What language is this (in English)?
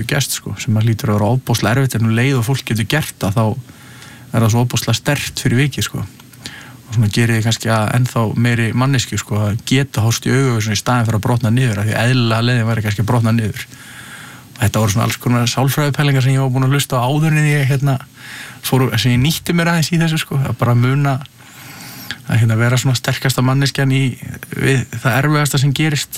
Icelandic